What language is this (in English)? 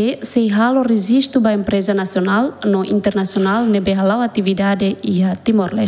Tetum